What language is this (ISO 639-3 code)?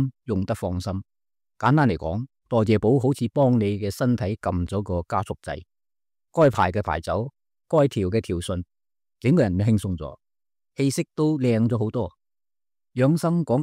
yue